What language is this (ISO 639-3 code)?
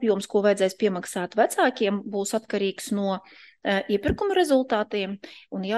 lav